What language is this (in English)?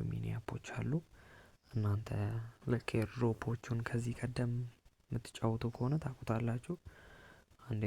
Amharic